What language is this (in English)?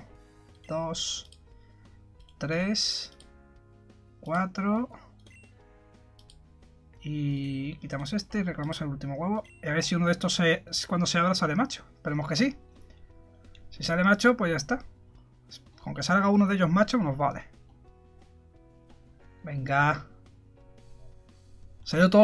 Spanish